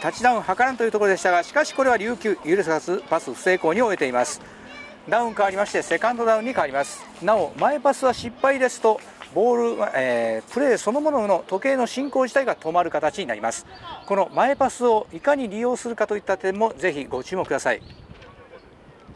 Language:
Japanese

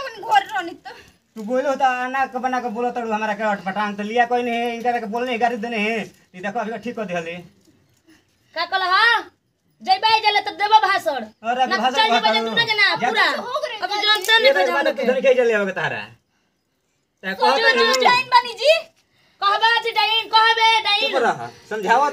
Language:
Bhojpuri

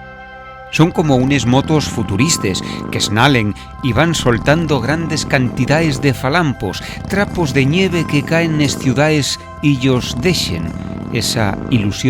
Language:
Asturian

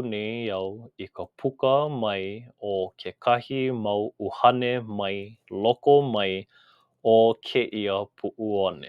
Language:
Hawaiian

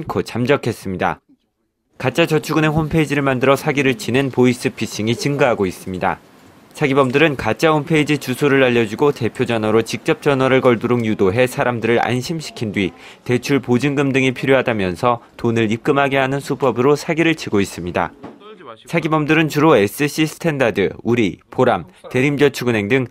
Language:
Korean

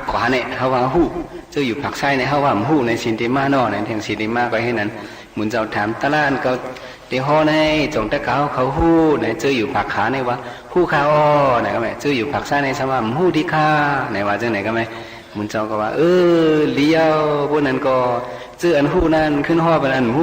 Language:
Shan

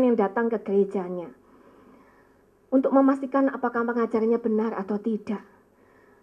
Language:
Indonesian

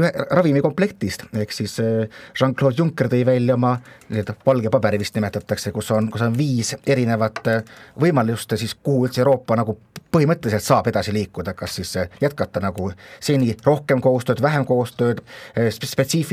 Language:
Estonian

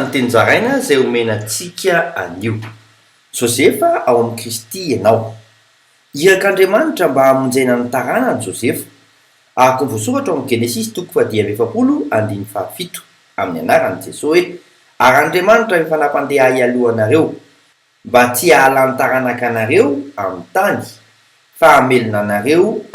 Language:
Malagasy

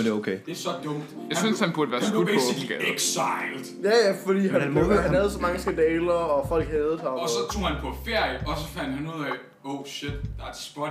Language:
Danish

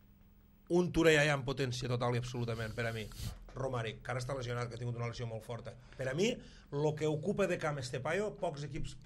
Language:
Catalan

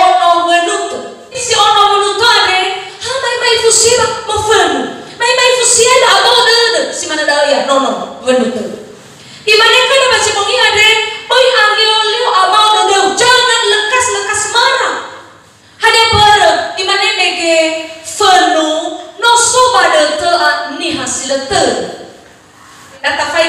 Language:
Nias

